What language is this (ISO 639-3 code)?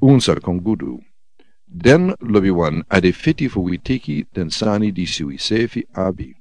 srn